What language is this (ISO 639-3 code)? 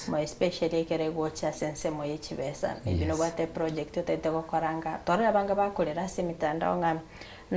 guz